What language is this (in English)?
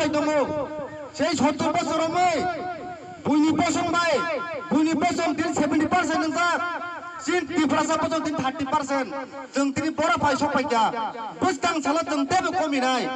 Kok Borok